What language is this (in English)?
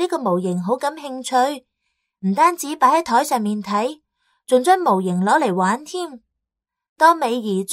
Cantonese